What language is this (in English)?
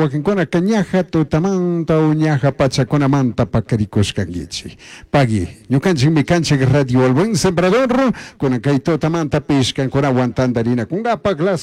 Chimborazo Highland Quichua